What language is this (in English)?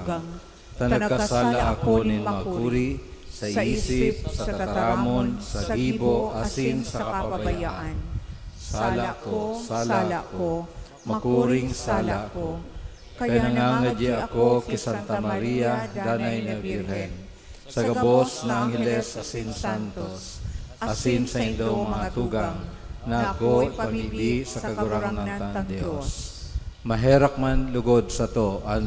Bikol